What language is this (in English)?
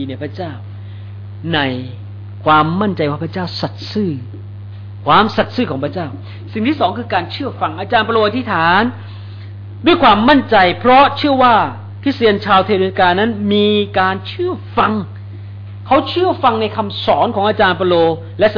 Thai